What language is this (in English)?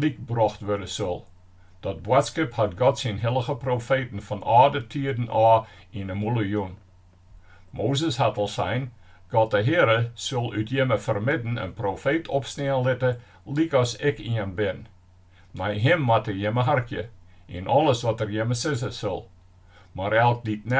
Western Frisian